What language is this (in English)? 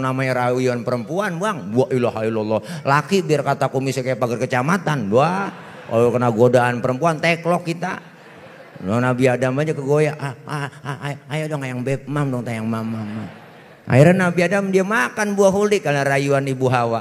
Betawi